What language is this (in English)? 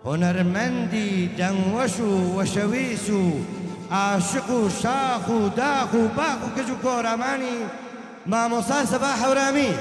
Gurani